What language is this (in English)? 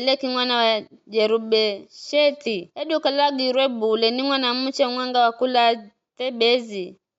Giryama